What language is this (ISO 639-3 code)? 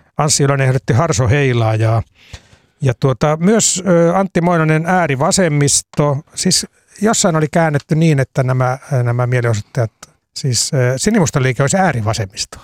fin